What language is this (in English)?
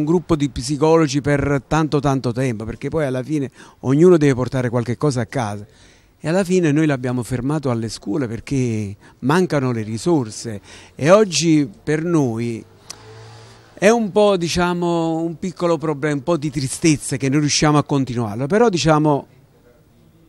Italian